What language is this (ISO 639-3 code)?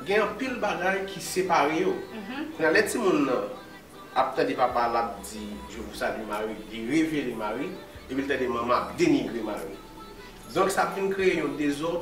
hat